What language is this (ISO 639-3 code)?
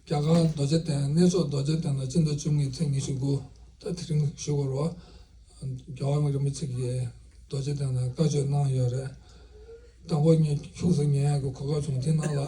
bod